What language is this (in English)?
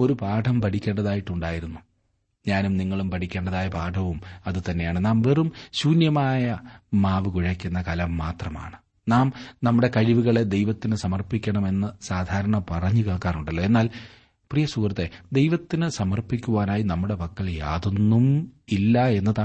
Malayalam